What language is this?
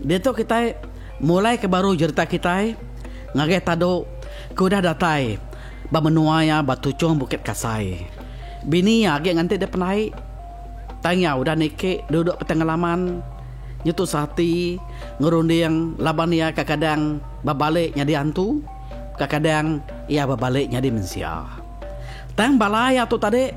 Iban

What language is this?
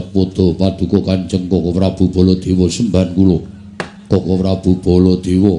Javanese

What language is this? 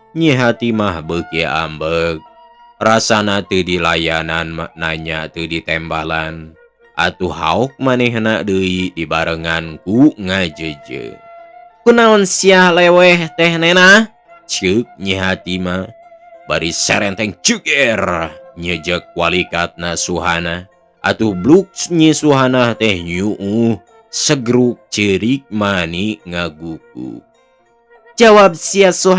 Sundanese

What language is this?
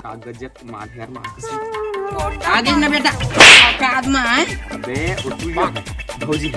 Chhattisgarhi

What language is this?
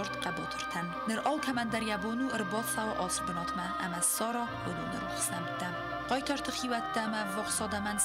Ossetic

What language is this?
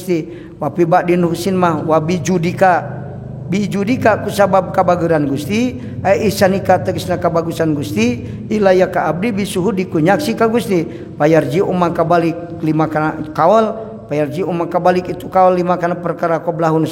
Sundanese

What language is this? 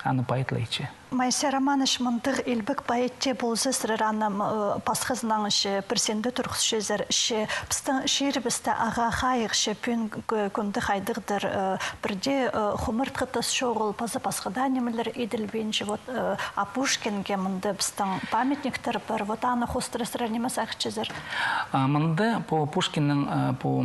Khakas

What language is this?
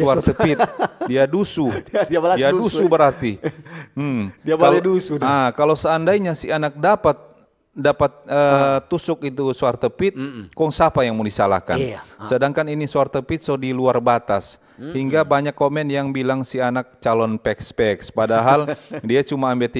Manado Malay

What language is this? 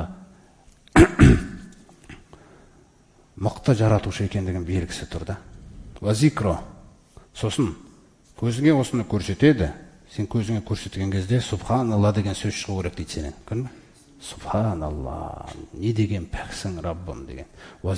Kazakh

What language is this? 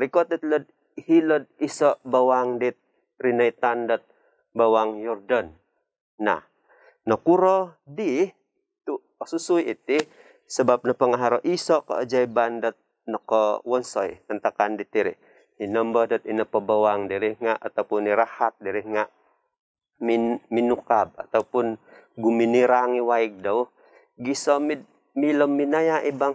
Central Dusun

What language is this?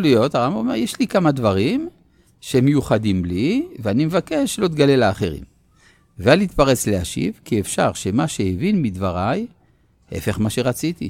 Hebrew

